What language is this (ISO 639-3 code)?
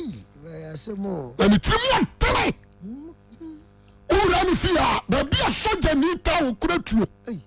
aka